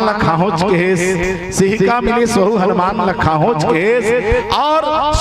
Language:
Chhattisgarhi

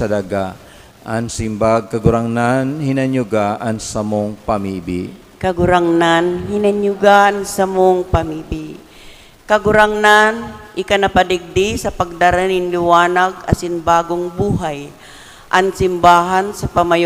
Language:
Bikol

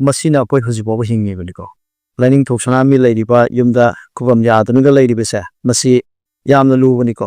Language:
Manipuri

